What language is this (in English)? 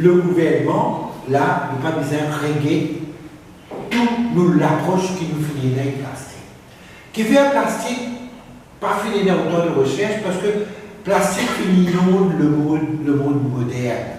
Morisyen